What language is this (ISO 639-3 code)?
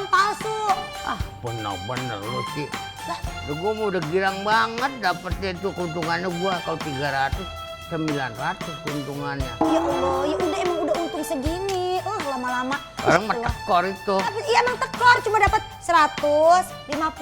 bew